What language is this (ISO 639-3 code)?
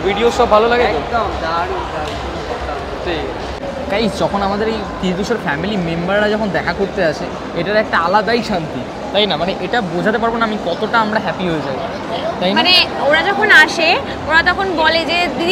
ben